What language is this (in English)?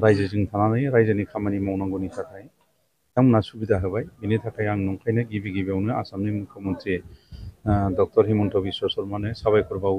Bodo